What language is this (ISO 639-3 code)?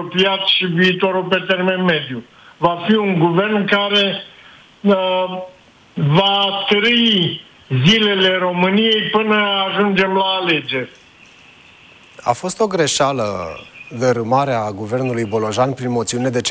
ron